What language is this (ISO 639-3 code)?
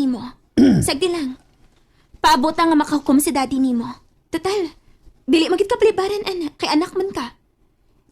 ceb